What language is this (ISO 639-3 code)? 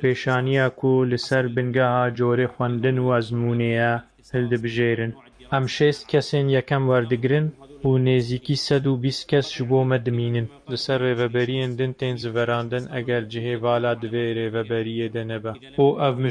kur